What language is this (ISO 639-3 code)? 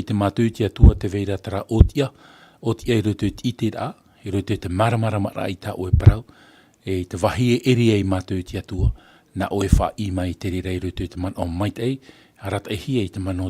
tah